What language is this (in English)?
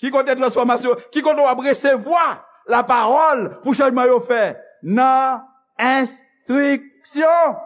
Haitian Creole